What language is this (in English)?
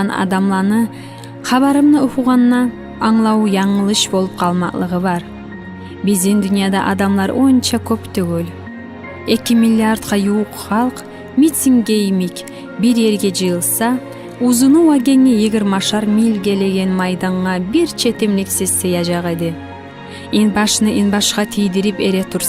Kumyk